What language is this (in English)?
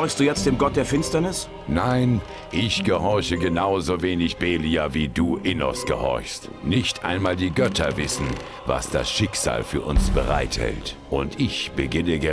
Bavarian